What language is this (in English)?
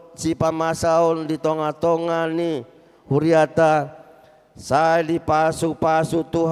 Batak Toba